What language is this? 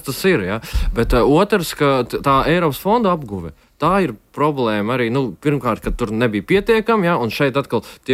Latvian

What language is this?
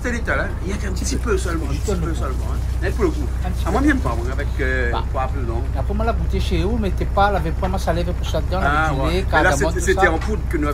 Réunion Creole French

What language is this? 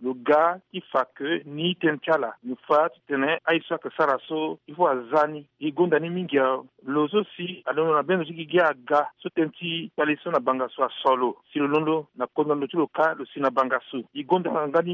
Sango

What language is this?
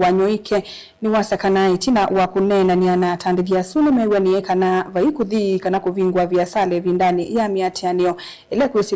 Kamba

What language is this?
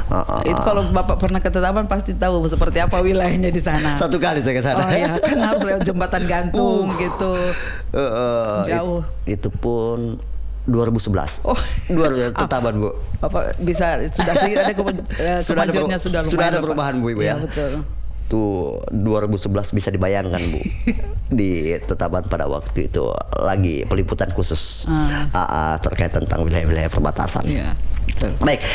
Indonesian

